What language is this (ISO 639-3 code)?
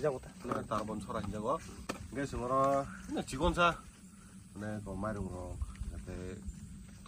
trp